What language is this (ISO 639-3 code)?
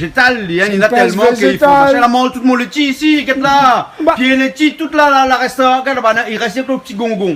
rcf